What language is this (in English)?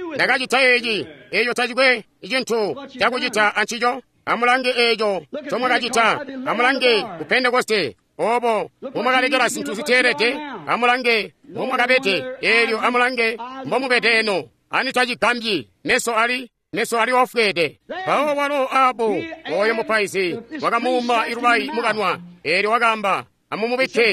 Tonga (Zambia)